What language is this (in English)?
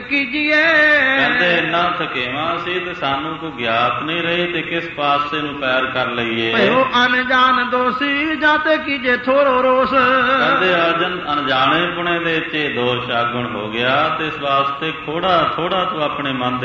Punjabi